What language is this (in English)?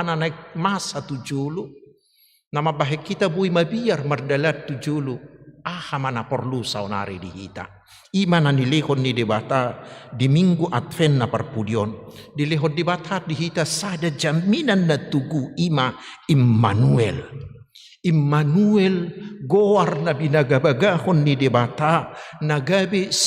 Batak Toba